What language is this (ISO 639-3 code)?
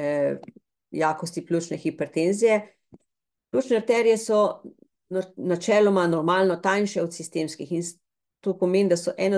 slv